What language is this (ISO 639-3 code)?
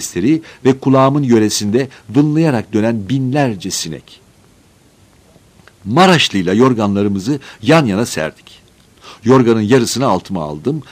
tur